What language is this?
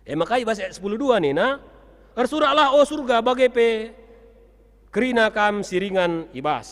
Batak Karo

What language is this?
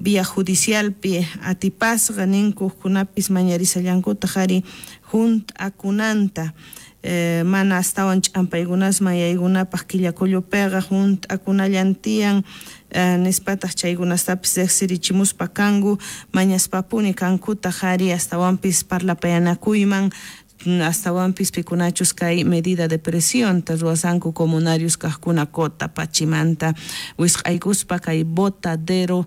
South Bolivian Quechua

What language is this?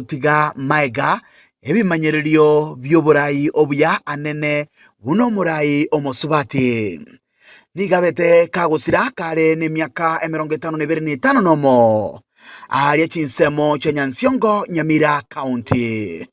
Gusii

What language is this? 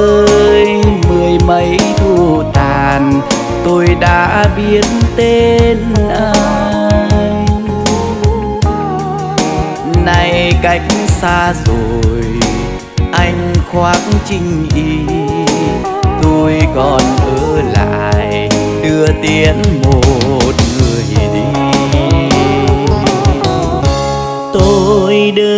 Vietnamese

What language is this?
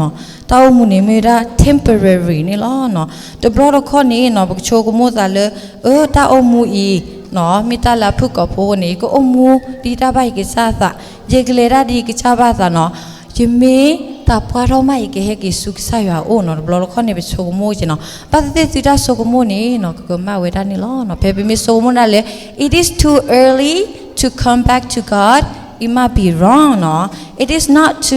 S'gaw Karen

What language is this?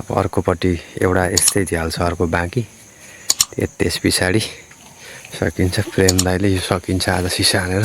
Nepali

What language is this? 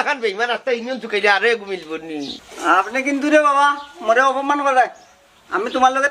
Sylheti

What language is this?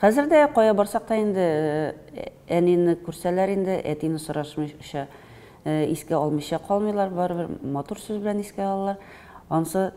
Tatar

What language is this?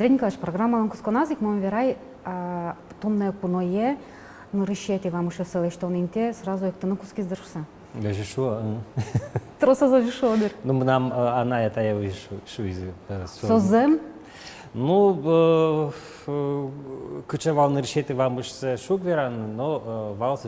Udmurt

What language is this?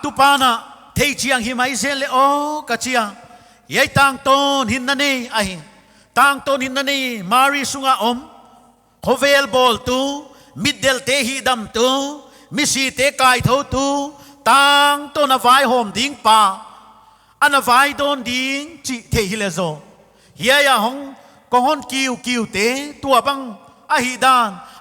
Paite Chin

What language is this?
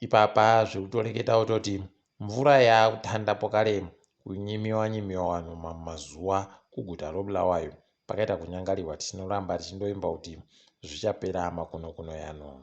Ndau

